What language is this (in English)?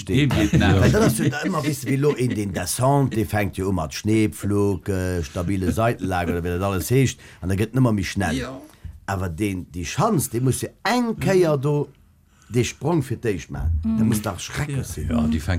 Luxembourgish